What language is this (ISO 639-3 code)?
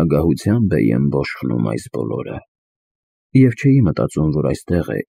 hye